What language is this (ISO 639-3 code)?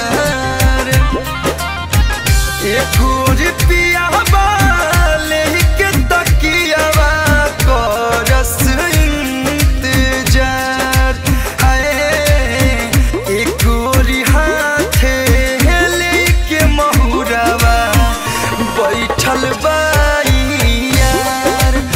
bho